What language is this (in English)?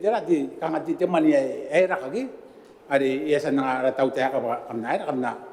Gilbertese